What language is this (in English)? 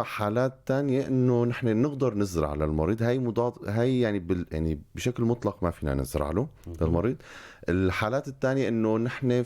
North Levantine Arabic